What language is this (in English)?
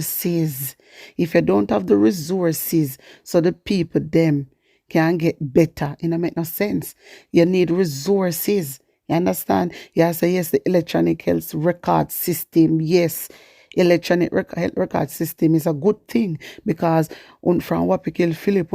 Jamaican Creole English